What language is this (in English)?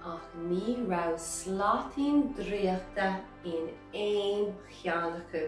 Irish